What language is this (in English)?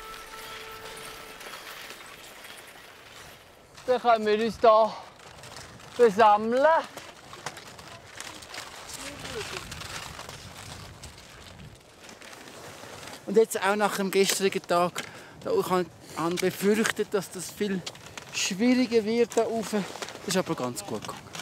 German